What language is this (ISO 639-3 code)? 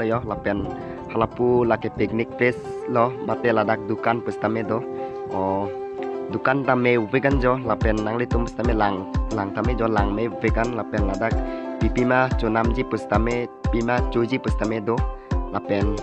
mjw